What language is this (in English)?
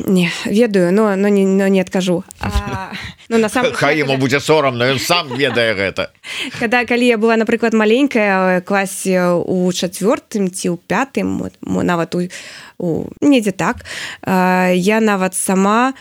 Belarusian